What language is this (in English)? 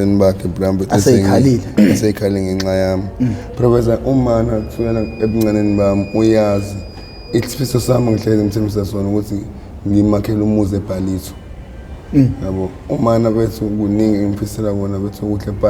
Zulu